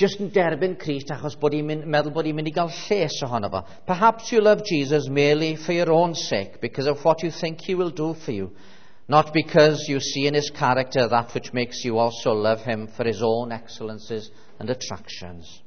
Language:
Welsh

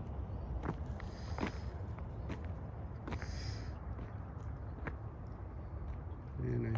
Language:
Lao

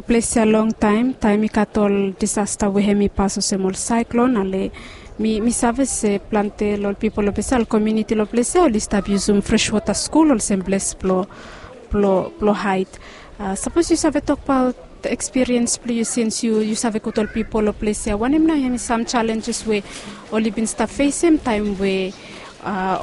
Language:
Bislama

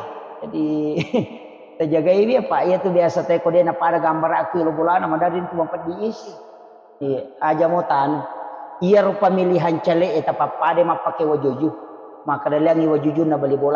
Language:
Buginese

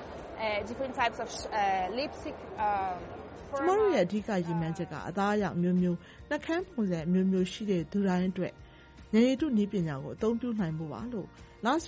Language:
Burmese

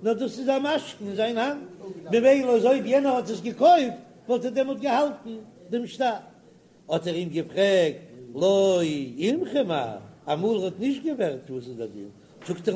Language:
Yiddish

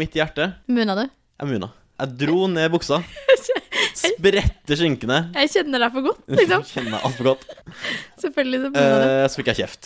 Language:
Norwegian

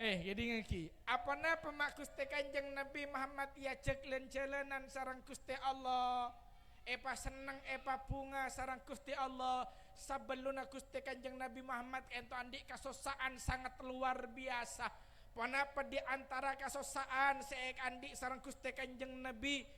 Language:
Madurese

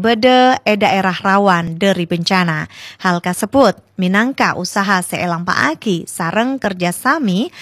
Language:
Madurese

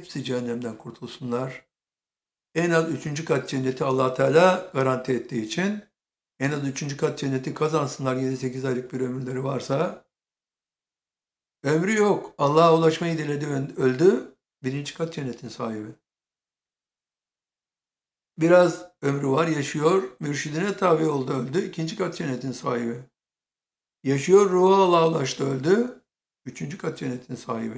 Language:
Turkish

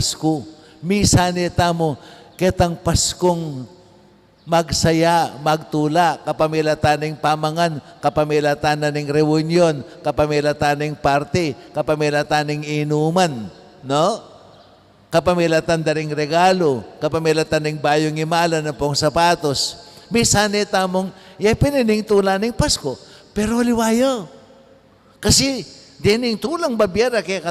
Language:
Pampanga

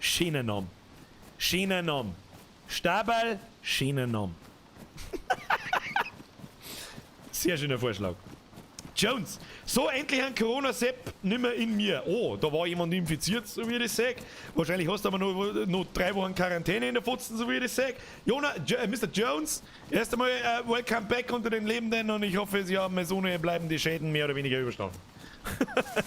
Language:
Bavarian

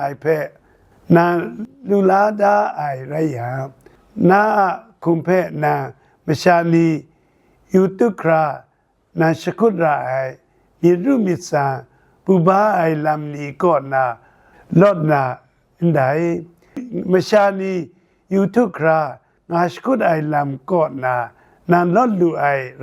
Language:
Kachin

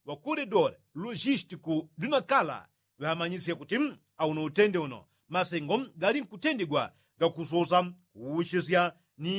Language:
Yao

